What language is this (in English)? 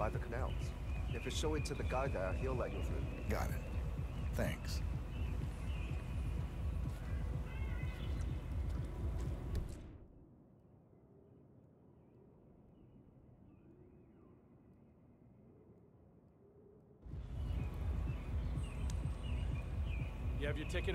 English